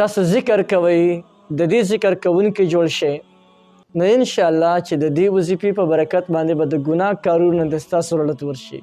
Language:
Pashto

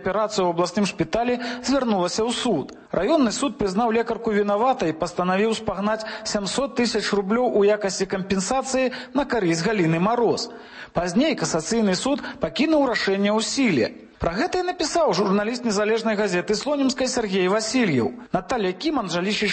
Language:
Belarusian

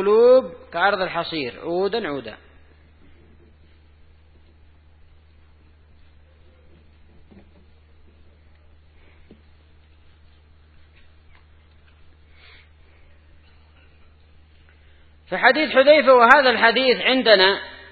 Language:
Arabic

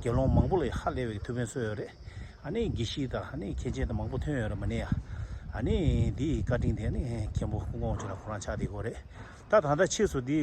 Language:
Tibetan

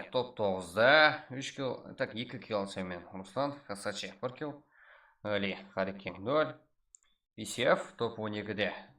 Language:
Kara-Kalpak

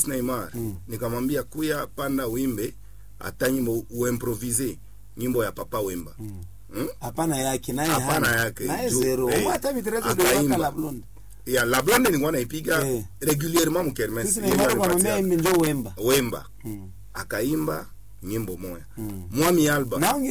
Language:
Swahili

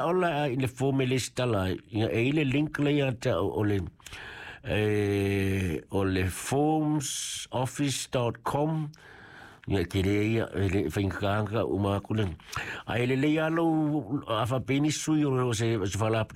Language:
Samoan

